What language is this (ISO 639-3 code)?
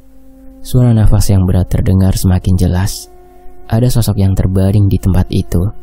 ind